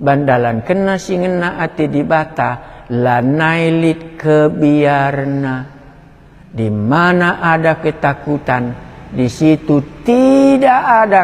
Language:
Batak Karo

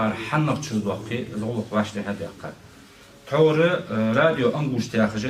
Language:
Ingush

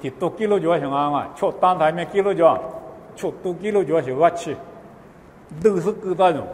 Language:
Lisu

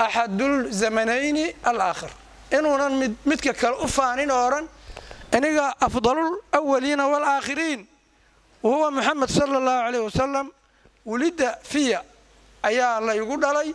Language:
Somali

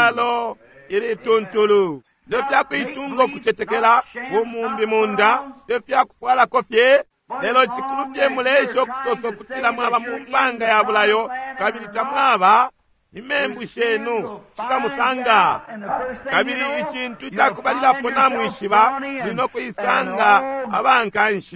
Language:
Bemba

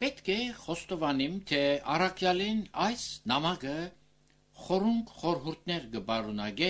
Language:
Armenian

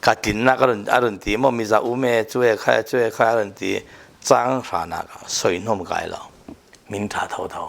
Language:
Falam Chin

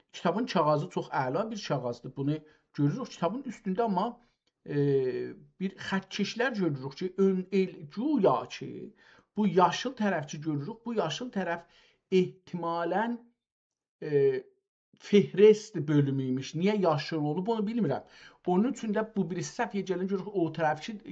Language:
South Azerbaijani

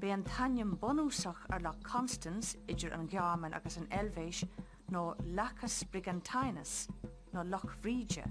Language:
Irish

